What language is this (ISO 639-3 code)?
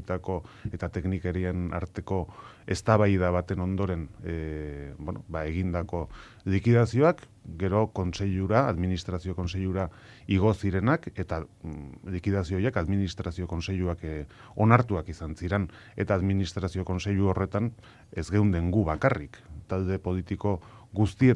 eus